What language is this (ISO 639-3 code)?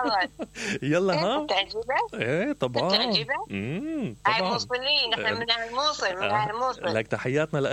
acm